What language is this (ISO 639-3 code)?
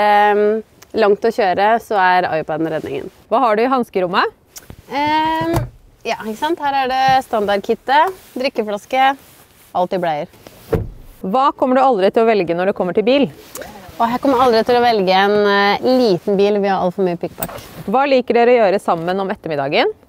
nor